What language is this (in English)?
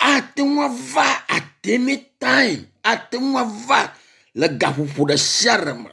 Ewe